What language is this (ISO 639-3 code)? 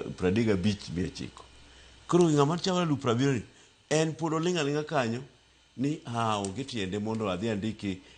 luo